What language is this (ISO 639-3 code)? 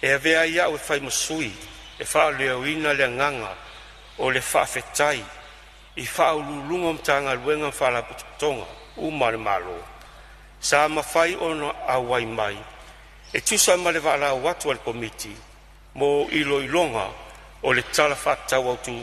smo